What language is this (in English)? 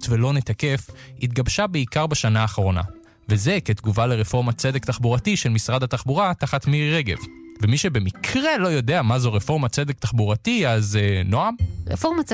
Hebrew